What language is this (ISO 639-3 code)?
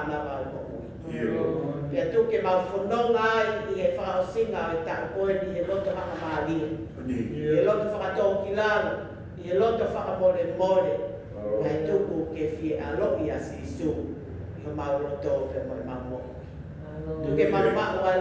ton